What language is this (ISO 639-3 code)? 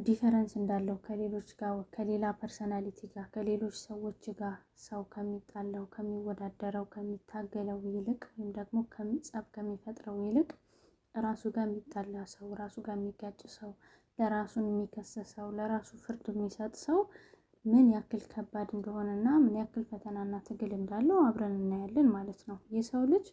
amh